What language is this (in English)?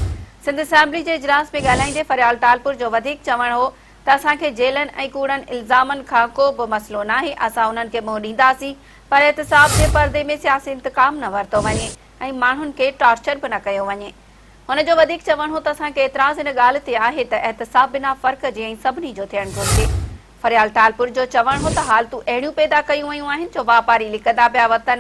Sindhi